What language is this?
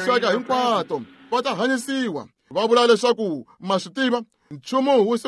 Tsonga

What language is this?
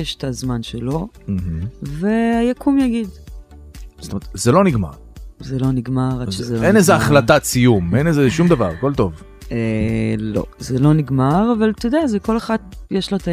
Hebrew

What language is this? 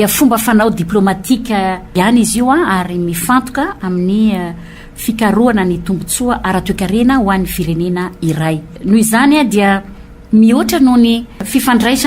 Malagasy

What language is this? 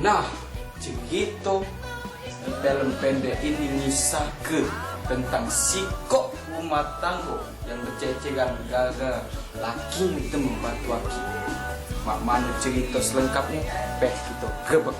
Musi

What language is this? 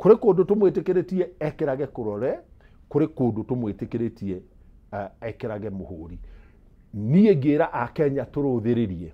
Kikuyu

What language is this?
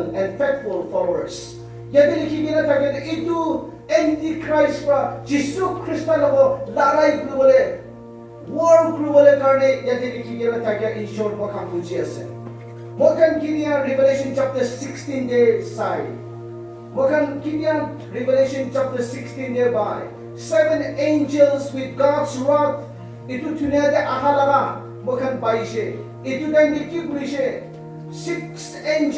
Naga Pidgin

